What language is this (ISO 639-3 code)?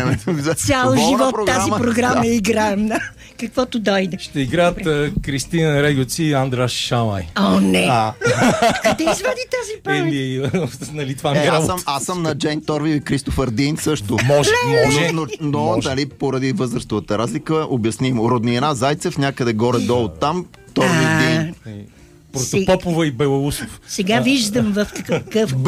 bul